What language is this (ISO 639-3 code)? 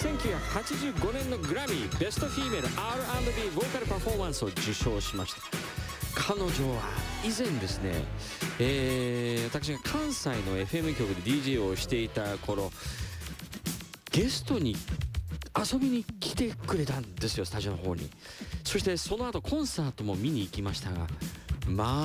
jpn